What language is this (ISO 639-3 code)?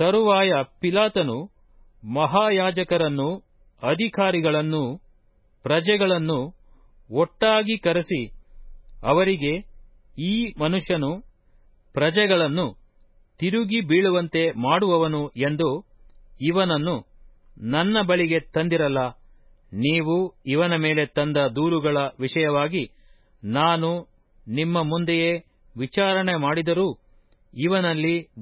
kan